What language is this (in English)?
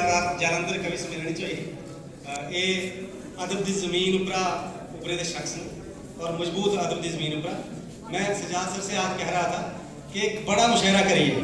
Dogri